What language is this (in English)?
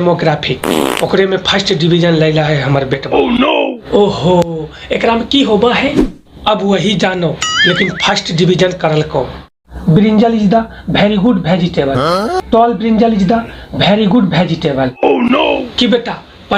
Magahi